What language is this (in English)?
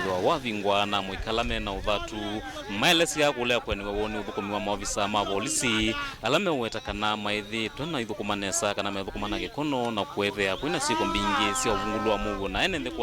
Kamba